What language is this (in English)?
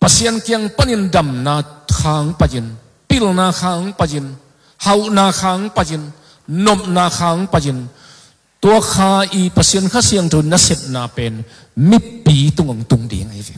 Tedim Chin